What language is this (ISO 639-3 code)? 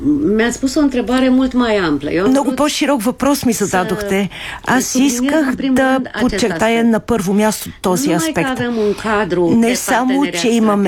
bul